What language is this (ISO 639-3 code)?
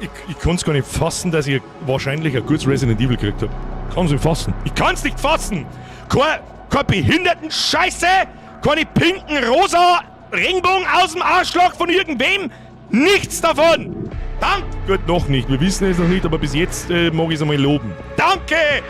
bar